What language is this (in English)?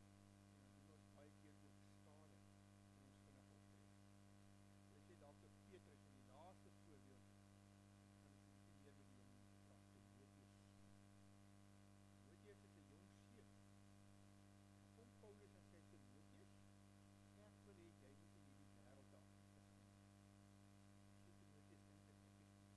Afrikaans